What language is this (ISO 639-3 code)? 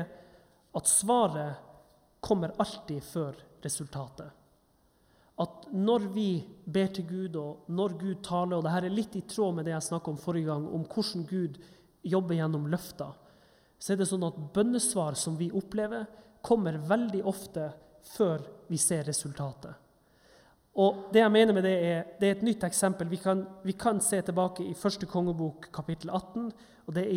nor